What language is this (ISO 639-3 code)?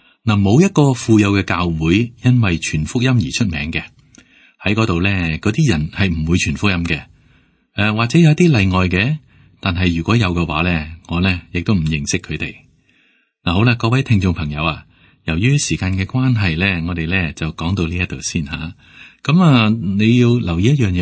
yue